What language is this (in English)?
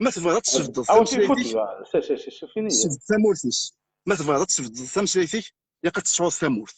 Kabyle